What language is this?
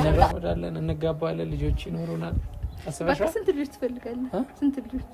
Amharic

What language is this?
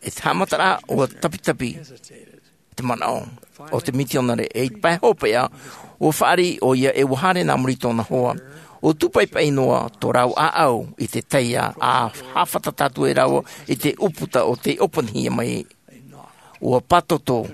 Tahitian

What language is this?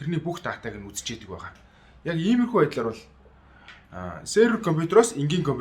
Mongolian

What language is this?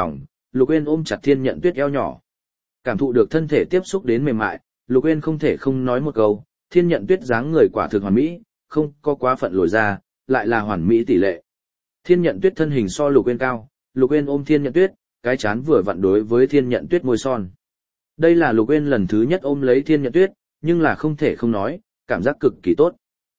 Vietnamese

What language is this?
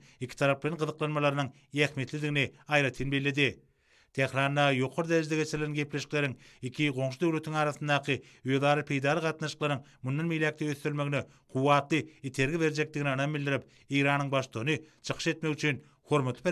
Turkmen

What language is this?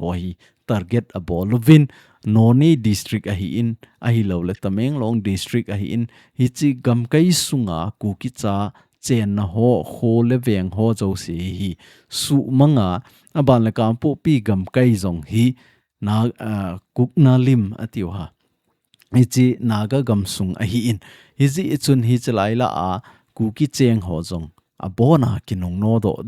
Thado Chin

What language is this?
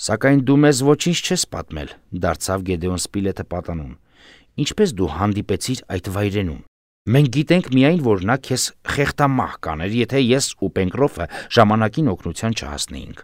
Armenian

